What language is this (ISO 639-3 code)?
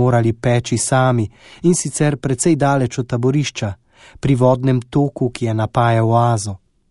slv